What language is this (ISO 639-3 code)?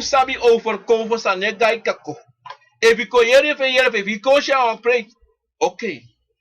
srn